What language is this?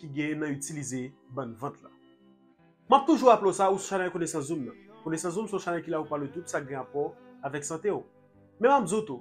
Haitian Creole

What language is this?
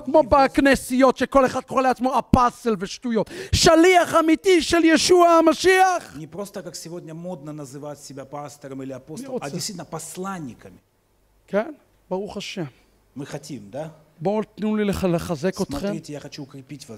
Hebrew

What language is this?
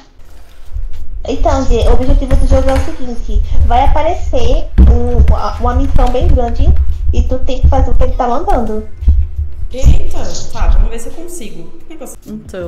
Portuguese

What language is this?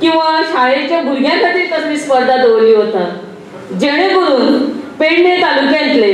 Konkani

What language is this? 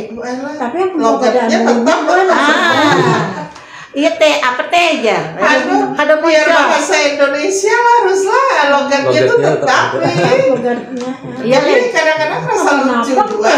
Banjar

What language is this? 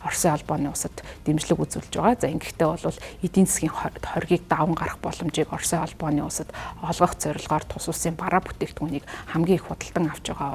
Mongolian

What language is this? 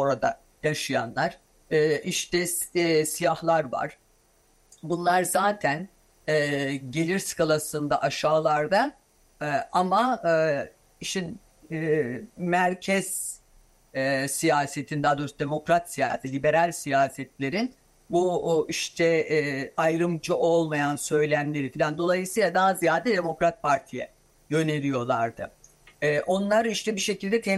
Turkish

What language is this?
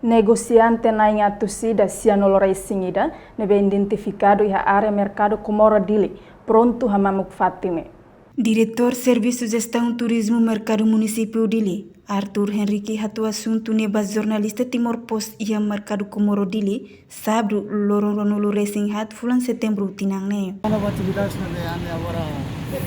Tetum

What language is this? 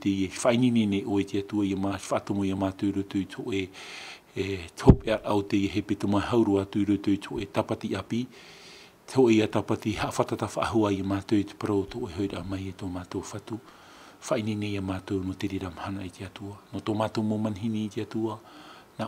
Tahitian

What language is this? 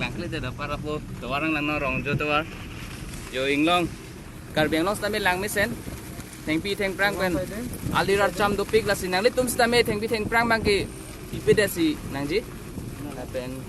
Karbi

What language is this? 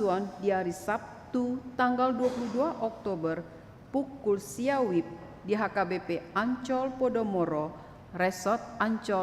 Batak Toba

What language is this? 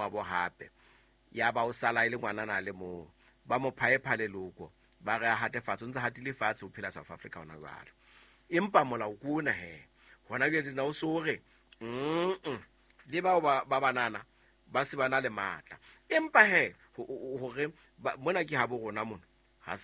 Southern Sotho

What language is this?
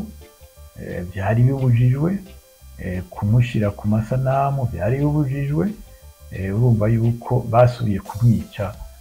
Rundi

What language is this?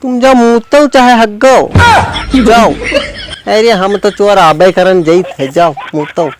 Awadhi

